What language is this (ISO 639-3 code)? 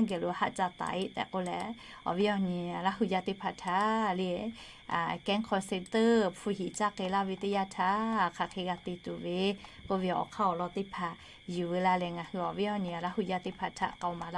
lhu